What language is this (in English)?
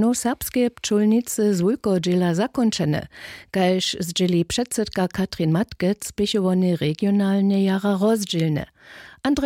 Upper Sorbian